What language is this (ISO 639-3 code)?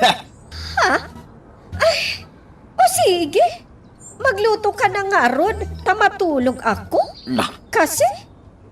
ilo